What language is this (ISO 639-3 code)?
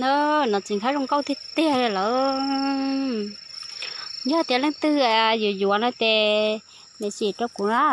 hmn